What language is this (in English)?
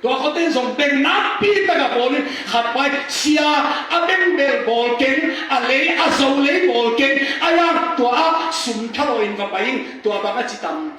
Tedim Chin